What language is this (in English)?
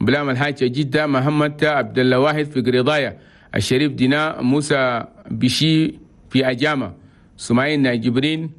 Chadian Arabic